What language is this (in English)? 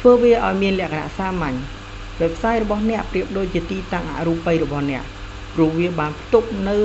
Khmer